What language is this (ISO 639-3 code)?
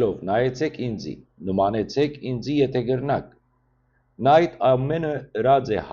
hyw